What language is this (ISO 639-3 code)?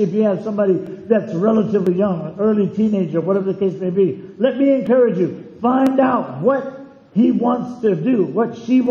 eng